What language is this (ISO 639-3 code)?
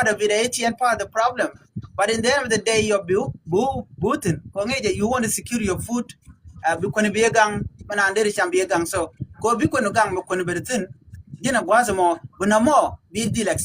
nus